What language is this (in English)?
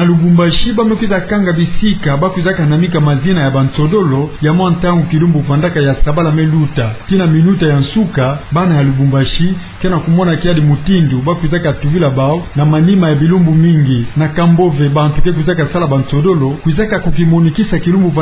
Kituba (Democratic Republic of Congo)